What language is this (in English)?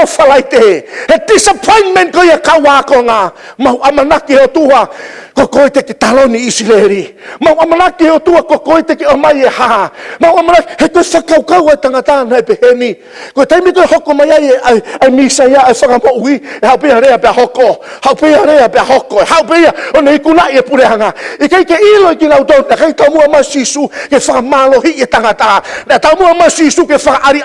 Tongan